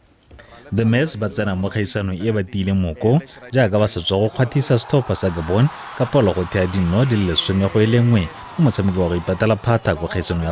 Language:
Tswana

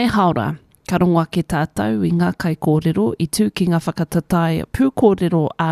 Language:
Māori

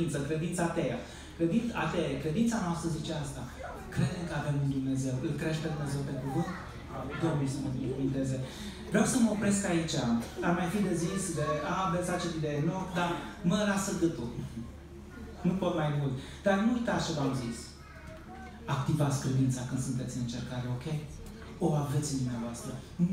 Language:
Romanian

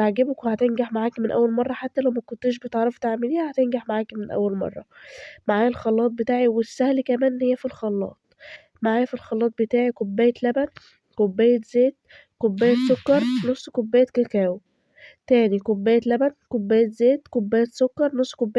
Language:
Egyptian Arabic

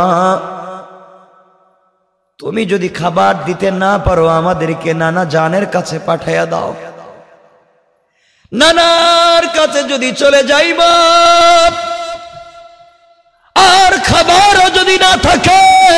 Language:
Bangla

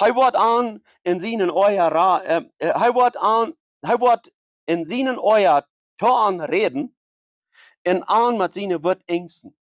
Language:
Plautdietsch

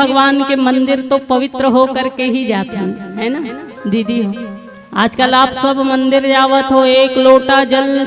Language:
Chhattisgarhi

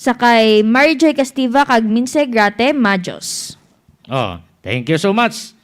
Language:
Hiligaynon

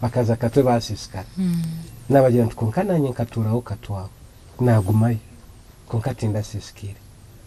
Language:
Nyankole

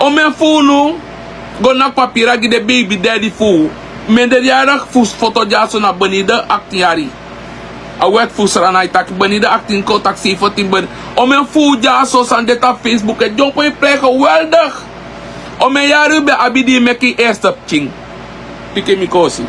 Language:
Sranan Tongo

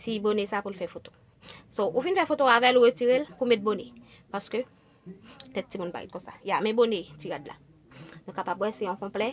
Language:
Haitian Creole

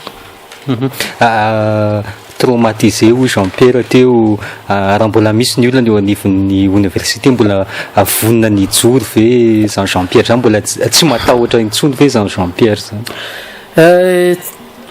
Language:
Malagasy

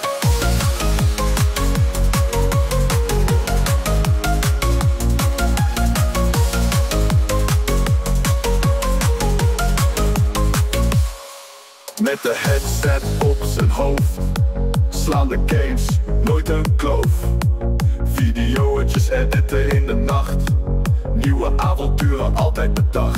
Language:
Dutch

